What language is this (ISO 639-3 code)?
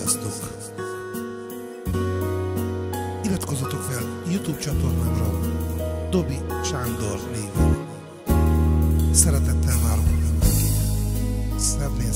hun